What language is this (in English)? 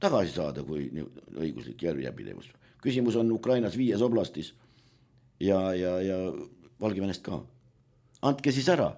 Estonian